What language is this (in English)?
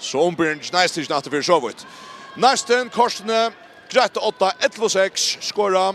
Faroese